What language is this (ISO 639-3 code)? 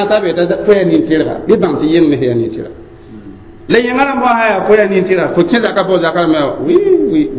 mos